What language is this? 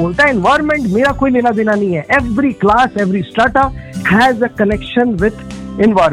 Hindi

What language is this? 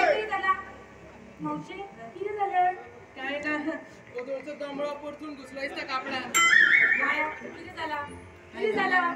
Konkani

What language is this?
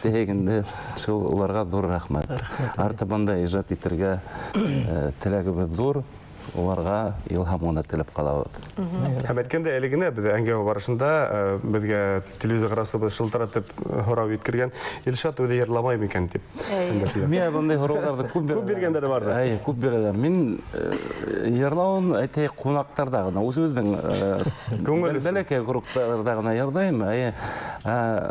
Bashkir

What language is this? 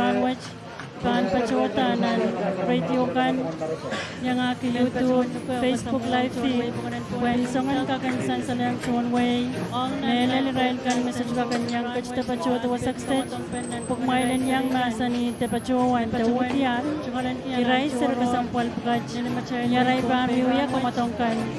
Pohnpeian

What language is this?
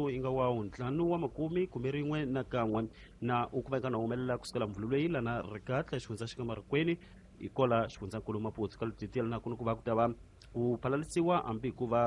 Tsonga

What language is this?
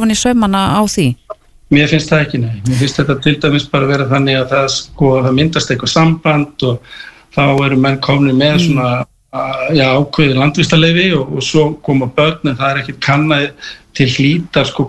Icelandic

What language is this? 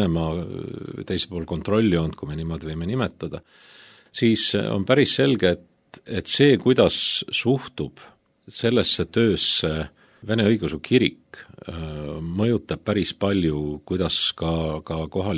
Estonian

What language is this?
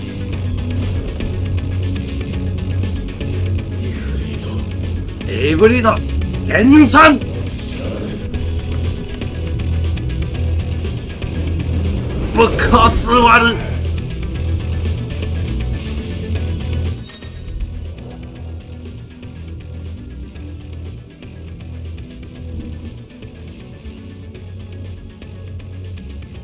Japanese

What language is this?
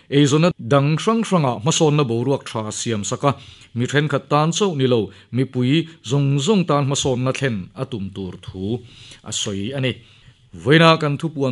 Mizo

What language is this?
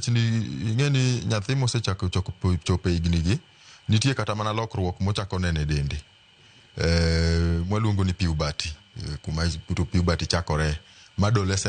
Luo (Kenya and Tanzania)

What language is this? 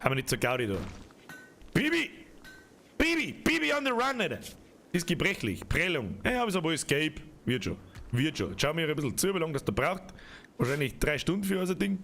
Bavarian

